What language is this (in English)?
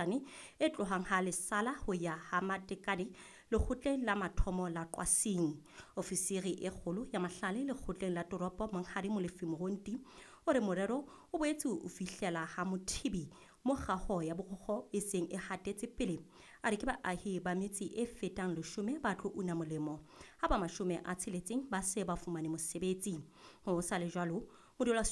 Southern Sotho